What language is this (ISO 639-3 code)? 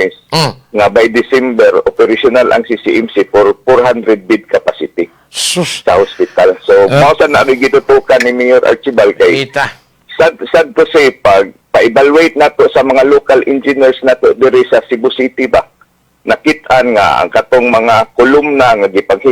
ceb